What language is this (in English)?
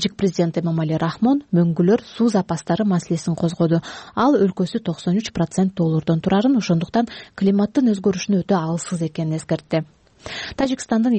Kyrgyz